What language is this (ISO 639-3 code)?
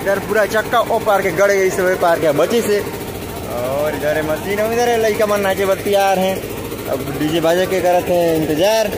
hne